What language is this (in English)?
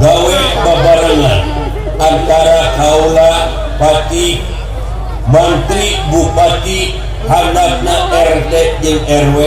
Sundanese